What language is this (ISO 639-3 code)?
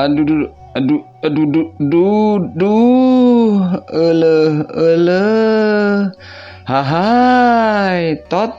sun